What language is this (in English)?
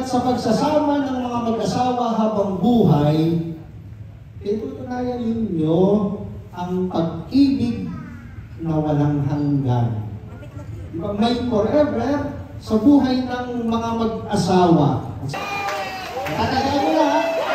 Filipino